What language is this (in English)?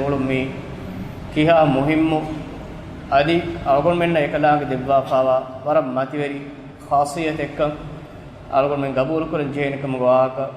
Divehi